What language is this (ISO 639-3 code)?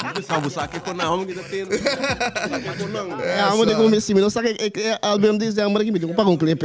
pap